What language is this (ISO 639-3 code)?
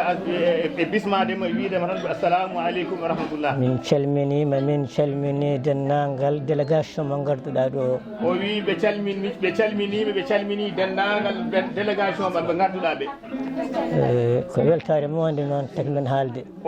ful